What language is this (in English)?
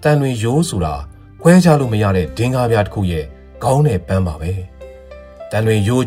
Burmese